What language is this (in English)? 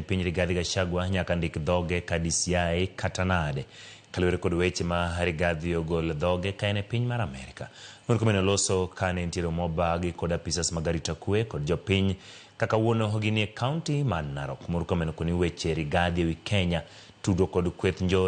Luo (Kenya and Tanzania)